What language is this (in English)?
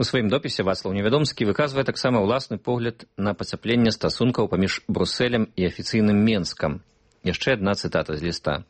Belarusian